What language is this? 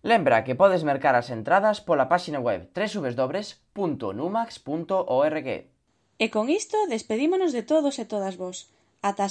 Galician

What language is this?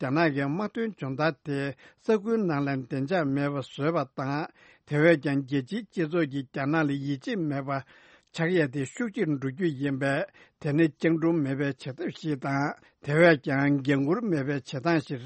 Tibetan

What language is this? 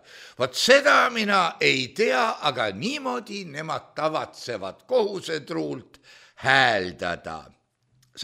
Estonian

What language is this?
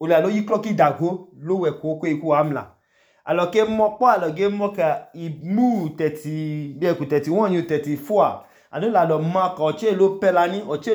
Idoma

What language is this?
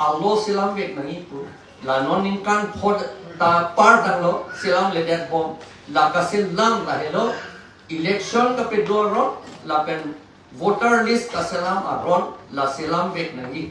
Karbi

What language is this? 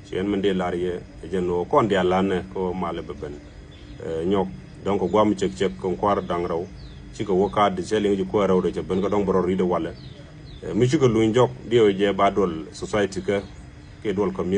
Nuer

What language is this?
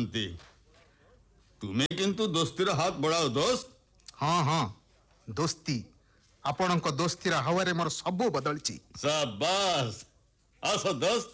Odia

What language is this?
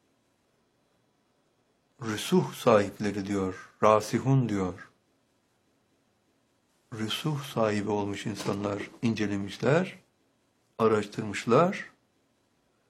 Turkish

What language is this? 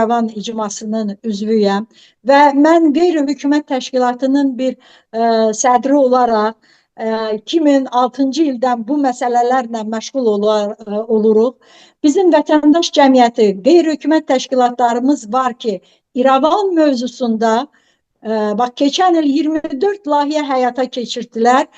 Azerbaijani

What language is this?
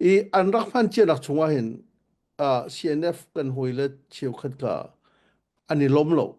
Hakha Chin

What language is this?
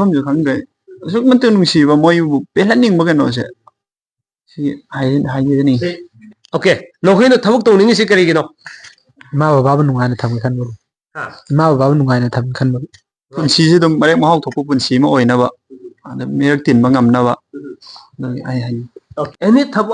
Manipuri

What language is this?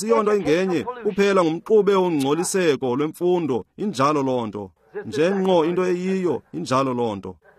Xhosa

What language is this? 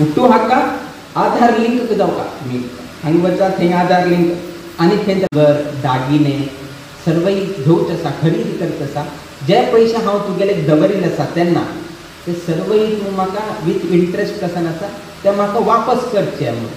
Konkani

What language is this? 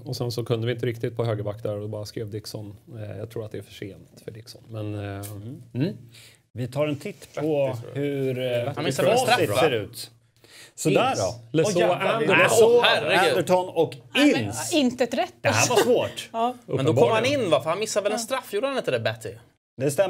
Swedish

